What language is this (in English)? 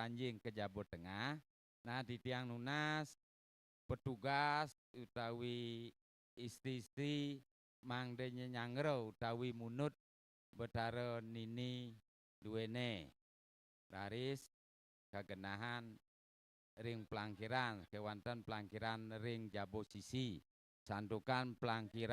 Balinese